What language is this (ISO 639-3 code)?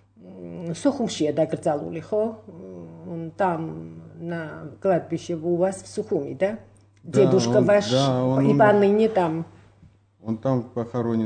kat